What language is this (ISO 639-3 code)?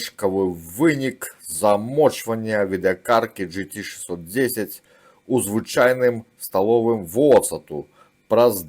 bel